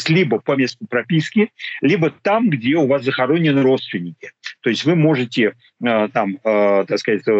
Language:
Russian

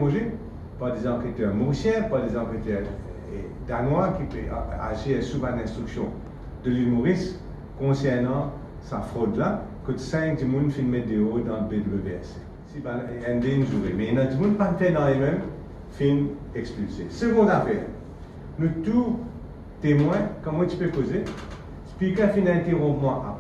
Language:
Morisyen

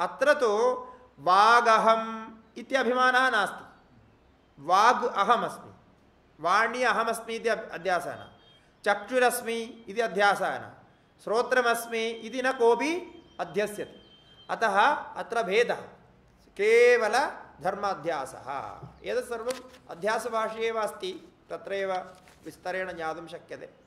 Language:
Sanskrit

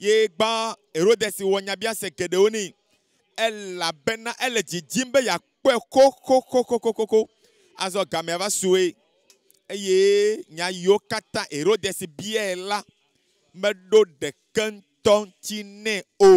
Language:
Ewe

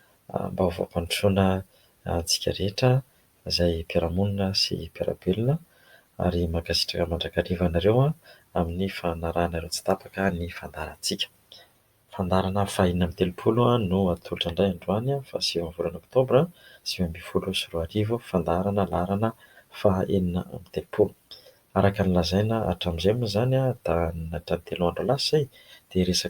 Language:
Malagasy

